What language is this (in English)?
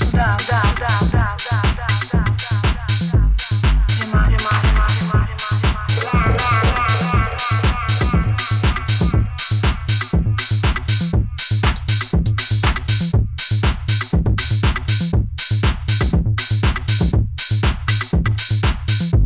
Basque